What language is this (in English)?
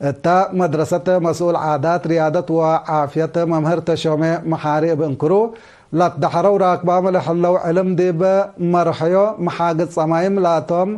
Tigre